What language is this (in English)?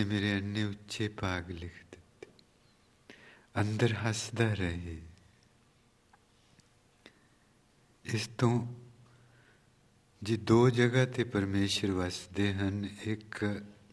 Punjabi